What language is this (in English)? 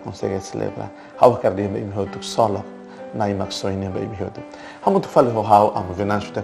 Tetum